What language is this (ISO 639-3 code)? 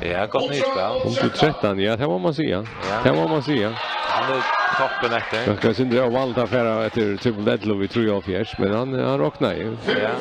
fao